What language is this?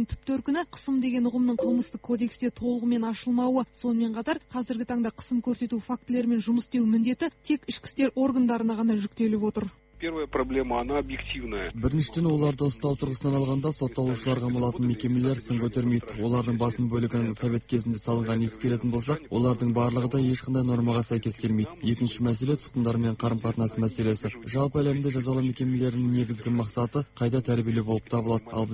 Kazakh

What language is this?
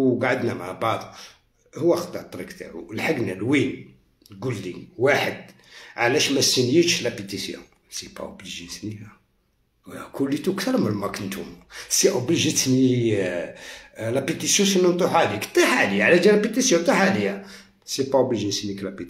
Algerian Arabic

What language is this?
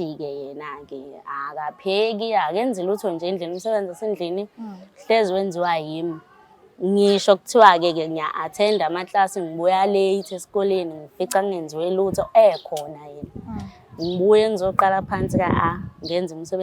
Zulu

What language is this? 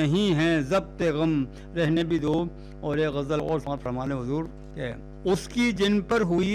Urdu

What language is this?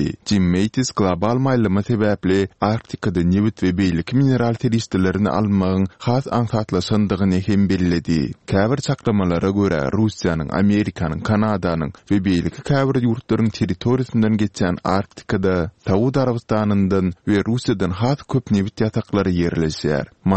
Turkmen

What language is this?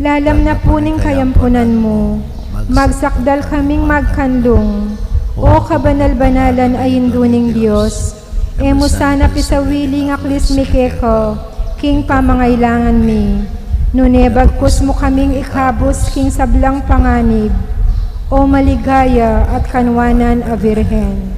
Pampanga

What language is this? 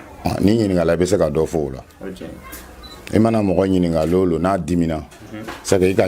Bambara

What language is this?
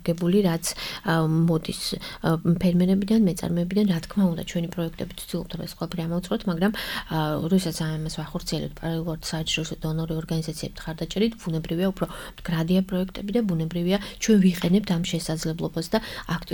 Georgian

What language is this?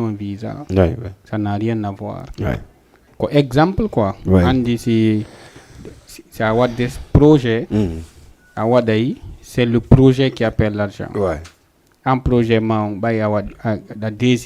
Fula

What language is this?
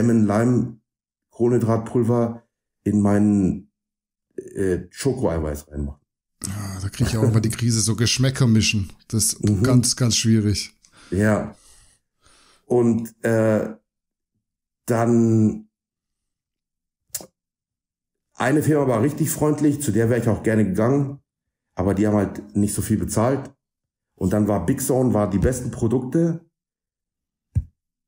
German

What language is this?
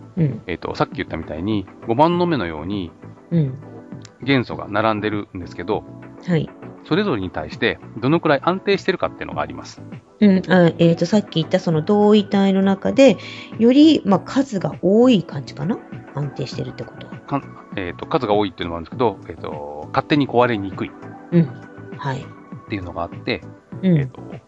Japanese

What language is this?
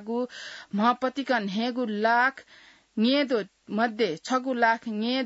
Newari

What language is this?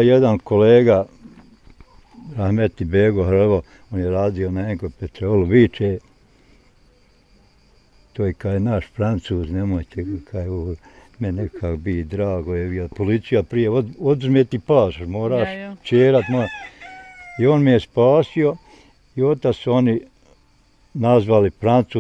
Bosnian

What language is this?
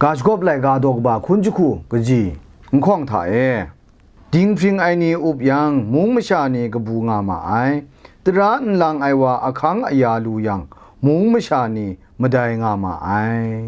Kachin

